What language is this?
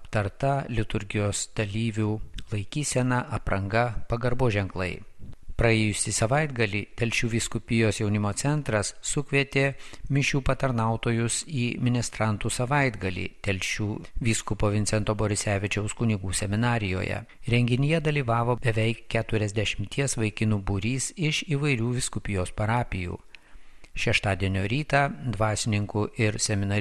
Lithuanian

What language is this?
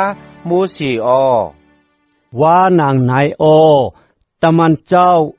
Shan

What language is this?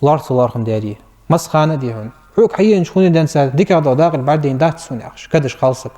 Ingush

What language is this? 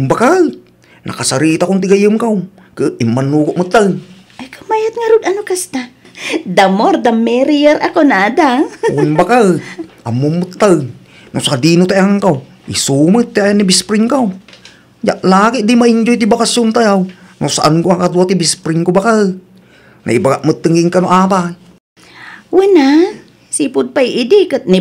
Iloko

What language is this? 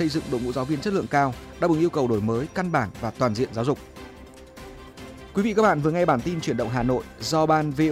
Vietnamese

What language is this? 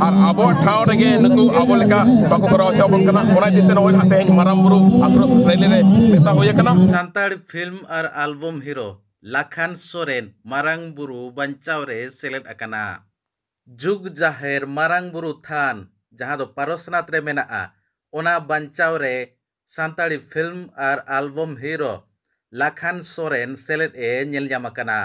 Santali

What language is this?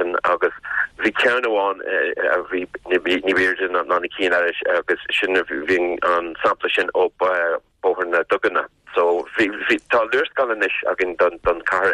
Irish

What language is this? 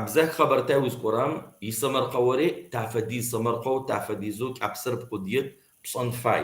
Kabardian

